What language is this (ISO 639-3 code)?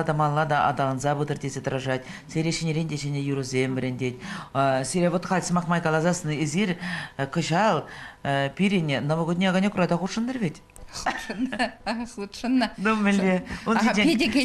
chv